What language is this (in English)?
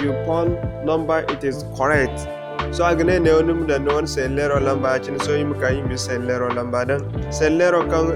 Zarma